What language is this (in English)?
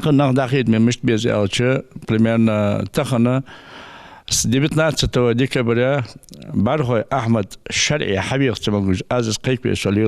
Ingush